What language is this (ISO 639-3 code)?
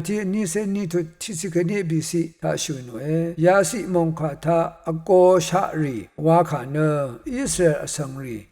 raw